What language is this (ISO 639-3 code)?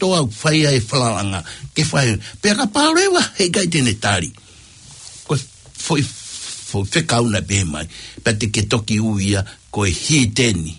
ton